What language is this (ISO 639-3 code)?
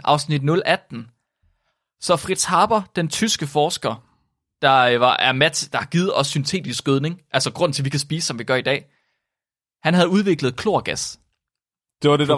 dan